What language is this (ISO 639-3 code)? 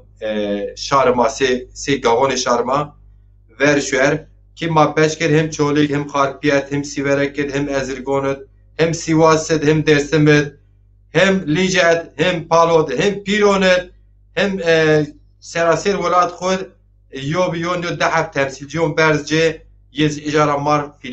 zza